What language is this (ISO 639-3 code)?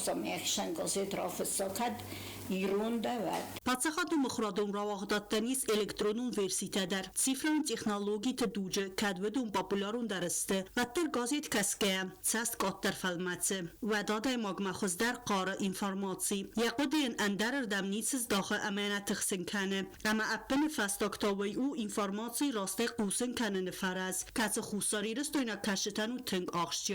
oss